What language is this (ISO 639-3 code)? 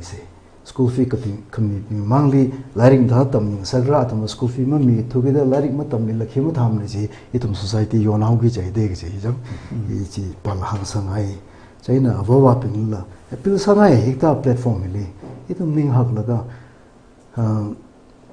nmf